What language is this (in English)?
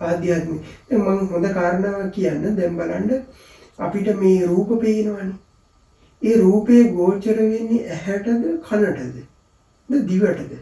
Sinhala